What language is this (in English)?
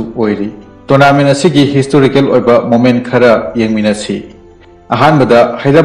Manipuri